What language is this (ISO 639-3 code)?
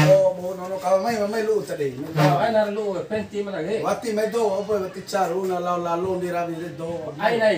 bhp